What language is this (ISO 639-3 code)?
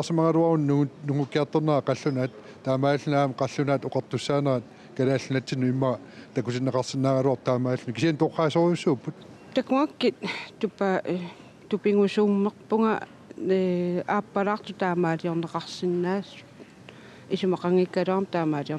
kal